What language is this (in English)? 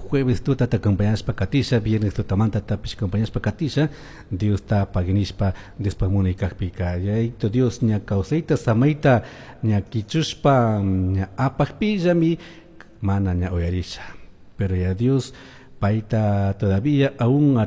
Chimborazo Highland Quichua